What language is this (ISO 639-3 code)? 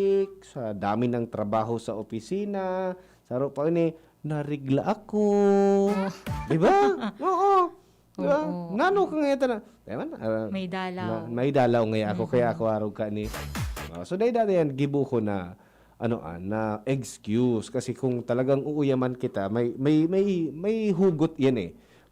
bik